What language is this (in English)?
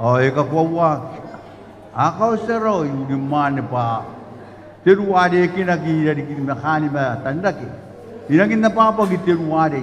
Gilbertese